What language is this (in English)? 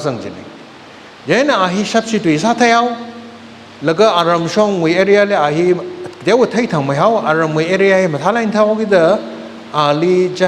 Tangkhul Naga (India)